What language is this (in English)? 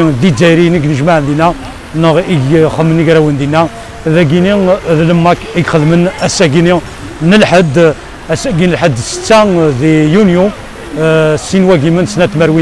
Kabyle